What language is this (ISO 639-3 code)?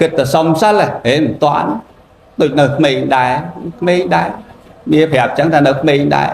khm